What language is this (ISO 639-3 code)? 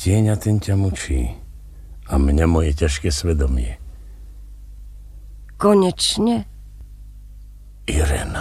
slk